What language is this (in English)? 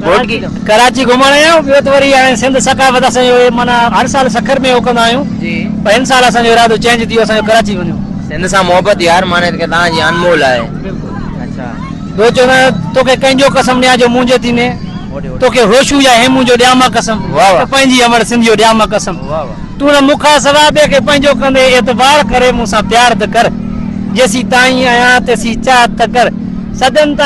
Sindhi